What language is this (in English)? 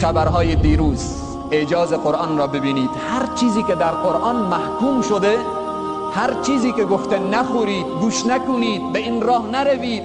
Persian